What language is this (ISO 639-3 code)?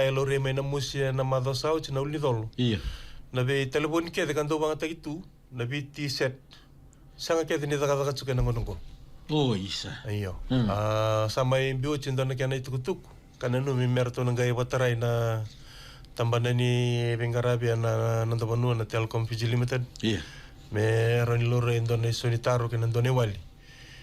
fij